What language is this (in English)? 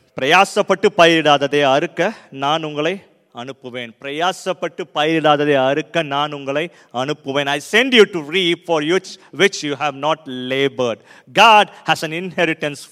Tamil